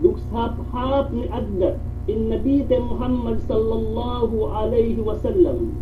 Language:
Yakan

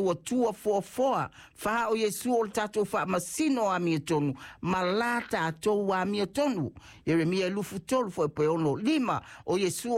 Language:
Samoan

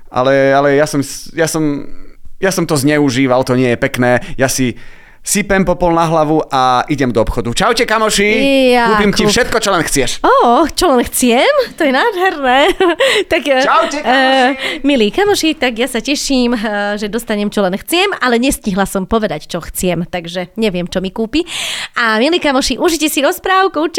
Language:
Slovak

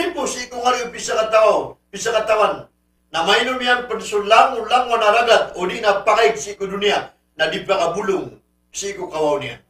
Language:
Maranao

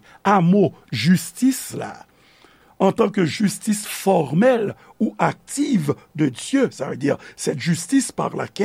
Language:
Haitian Creole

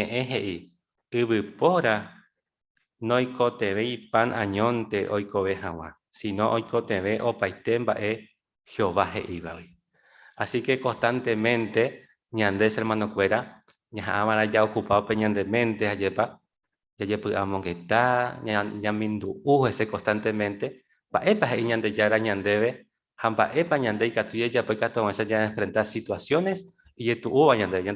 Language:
Guarani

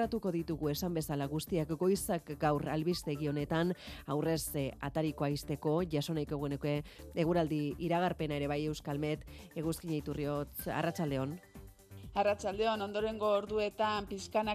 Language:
Basque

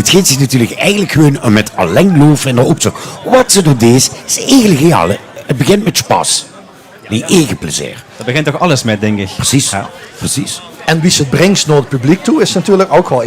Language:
Limburgish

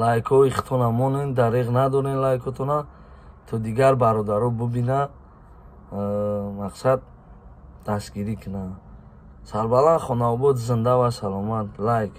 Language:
Tajik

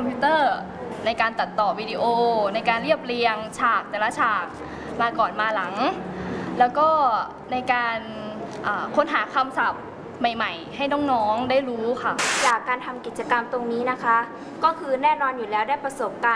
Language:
Thai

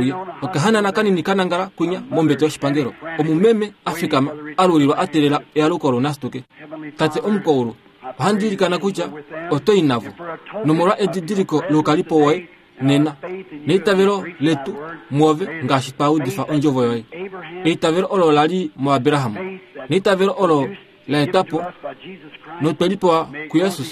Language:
Kuanyama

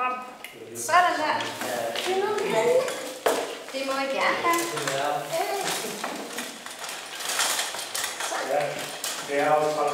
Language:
Danish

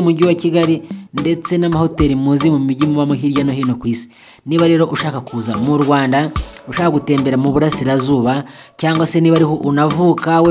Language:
Kinyarwanda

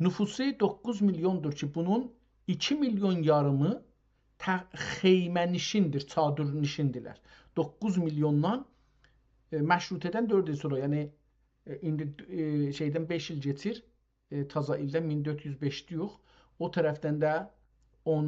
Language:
South Azerbaijani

